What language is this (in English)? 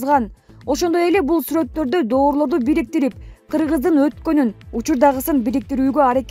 Kyrgyz